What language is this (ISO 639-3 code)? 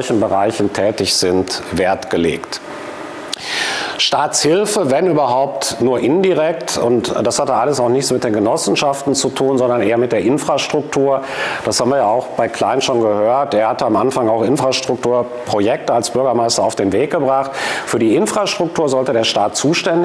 deu